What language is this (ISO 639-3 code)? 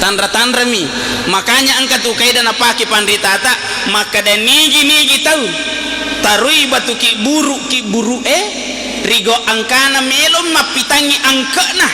bug